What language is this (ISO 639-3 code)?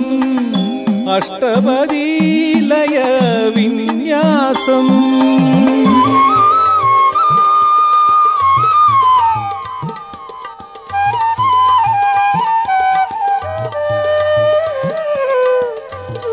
mal